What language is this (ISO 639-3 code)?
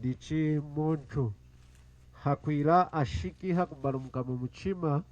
lun